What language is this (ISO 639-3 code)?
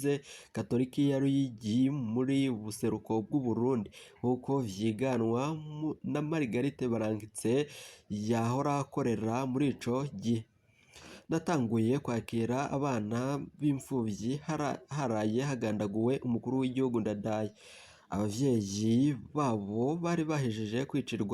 run